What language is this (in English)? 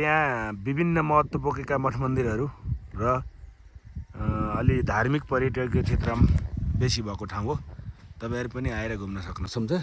Nepali